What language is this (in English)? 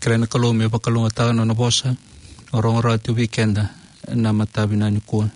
Fijian